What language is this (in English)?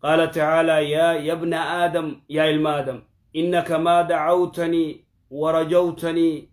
Oromo